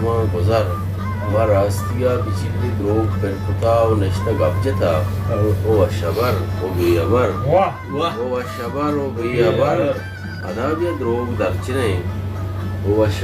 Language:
Baluchi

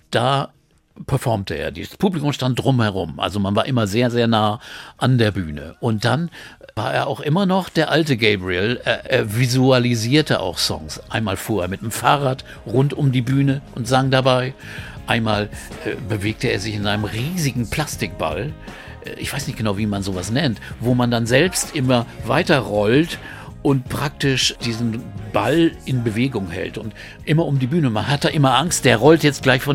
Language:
German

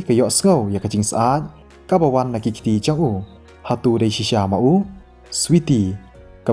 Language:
Khasi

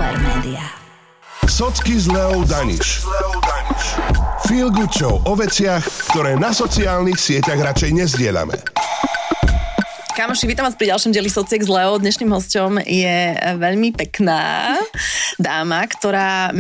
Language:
Slovak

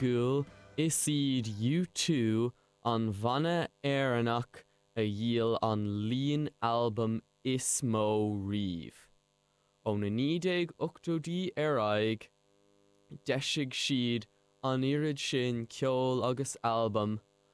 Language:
Irish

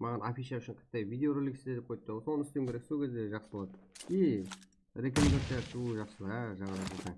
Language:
Kara-Kalpak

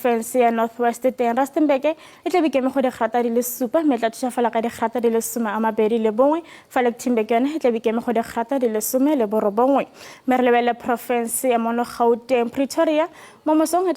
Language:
Tswana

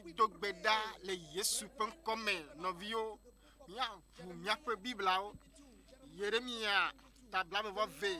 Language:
Ewe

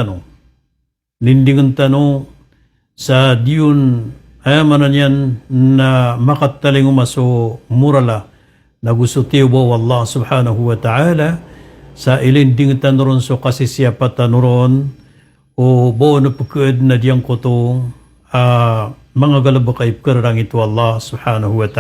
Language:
Maranao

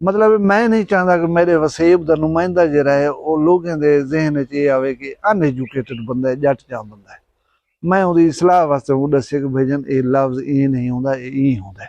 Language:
Saraiki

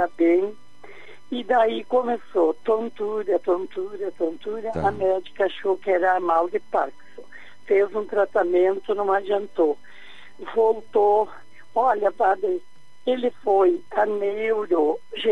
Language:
Portuguese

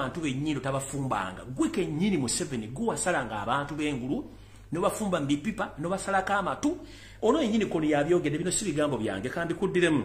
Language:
Ganda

